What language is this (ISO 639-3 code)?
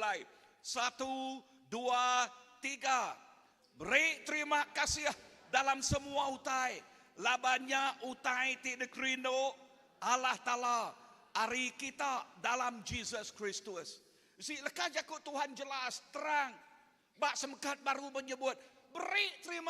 iba